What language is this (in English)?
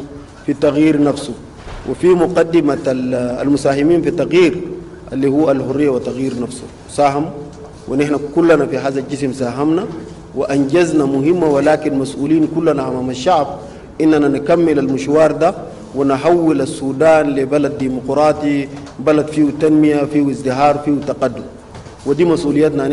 Sudanese Arabic